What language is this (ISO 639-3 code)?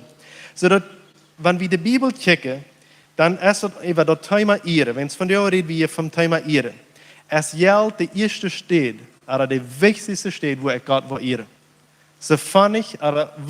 pdt